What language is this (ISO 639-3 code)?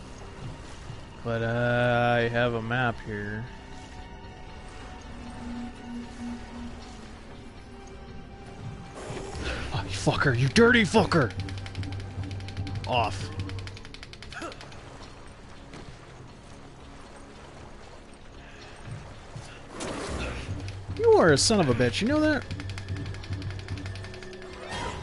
eng